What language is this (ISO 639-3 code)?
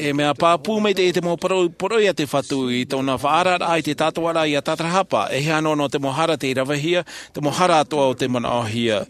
tah